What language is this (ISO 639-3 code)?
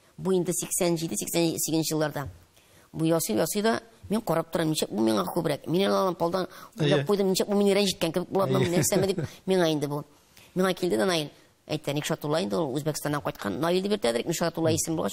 tat